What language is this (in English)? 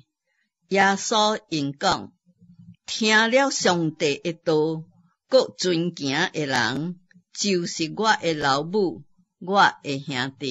Min Nan Chinese